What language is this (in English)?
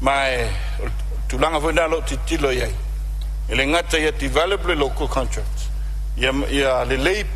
Samoan